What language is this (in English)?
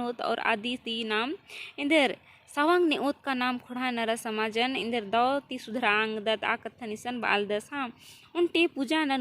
Kurukh